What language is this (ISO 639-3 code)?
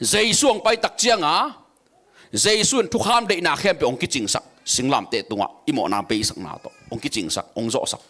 ctd